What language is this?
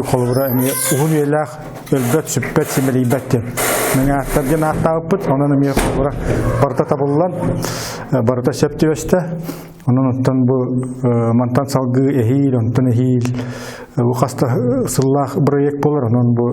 Yakut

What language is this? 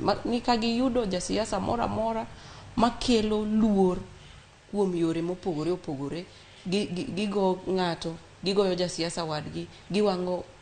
Luo (Kenya and Tanzania)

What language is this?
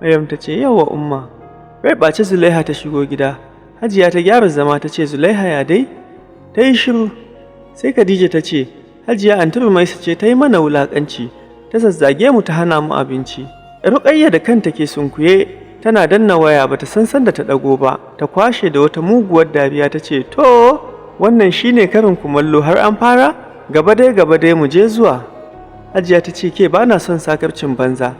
Hausa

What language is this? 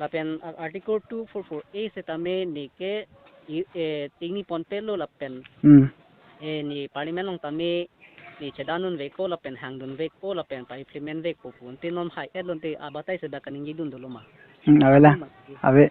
Karbi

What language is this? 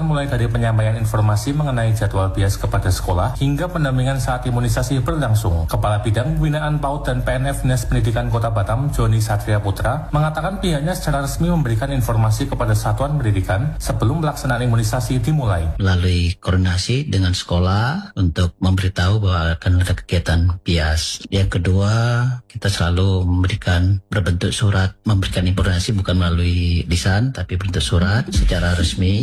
Indonesian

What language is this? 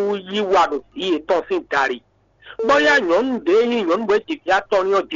Fon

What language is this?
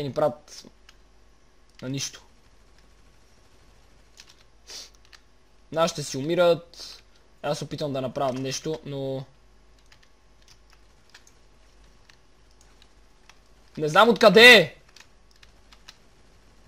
Bulgarian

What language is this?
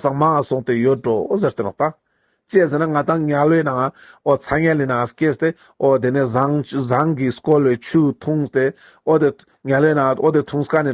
Ladakhi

